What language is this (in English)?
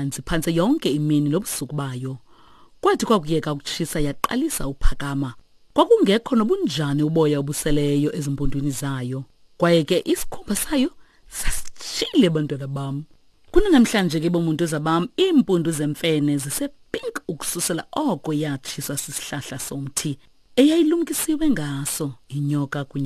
Xhosa